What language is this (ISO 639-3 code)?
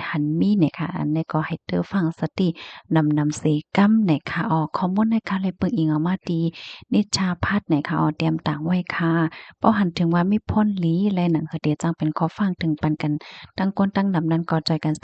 shn